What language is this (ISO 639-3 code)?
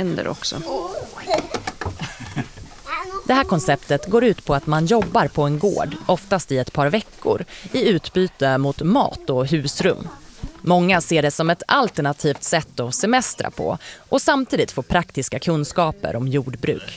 swe